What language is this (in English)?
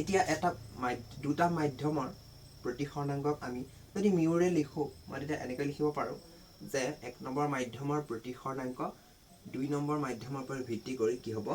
Assamese